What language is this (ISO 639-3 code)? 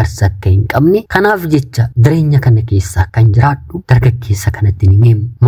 orm